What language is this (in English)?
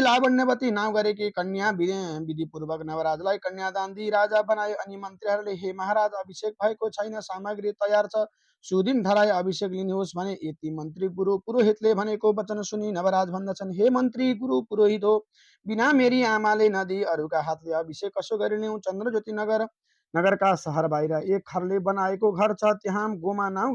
Nepali